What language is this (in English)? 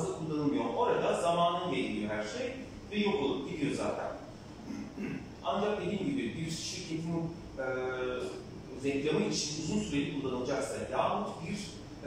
Turkish